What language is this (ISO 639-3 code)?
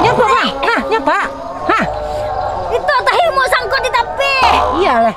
bjn